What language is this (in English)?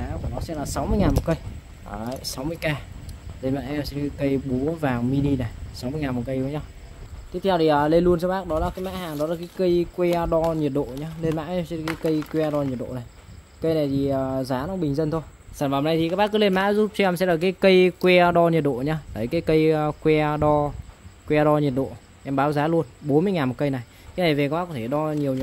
Vietnamese